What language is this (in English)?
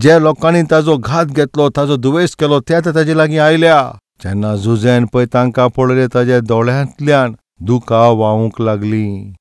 Konkani